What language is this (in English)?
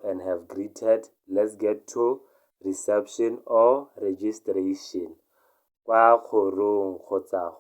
Tswana